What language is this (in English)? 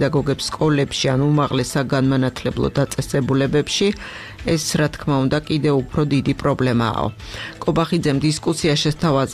Georgian